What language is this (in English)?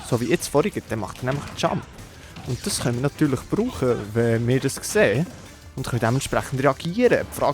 Swiss German